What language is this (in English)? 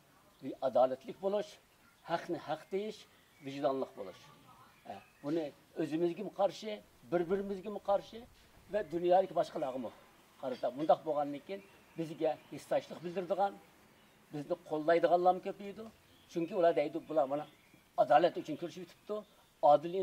Uyghur